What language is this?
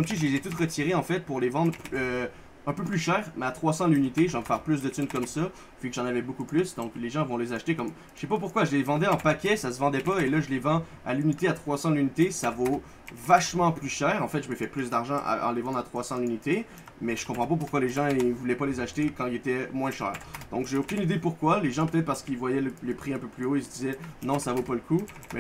French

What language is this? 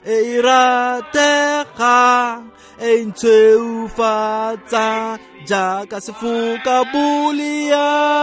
Tswana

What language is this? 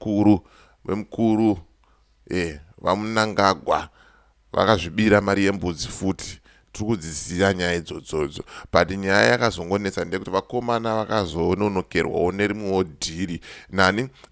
Shona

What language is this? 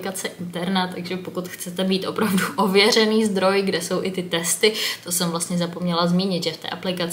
Czech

